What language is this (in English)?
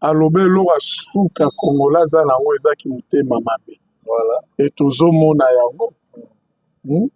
Lingala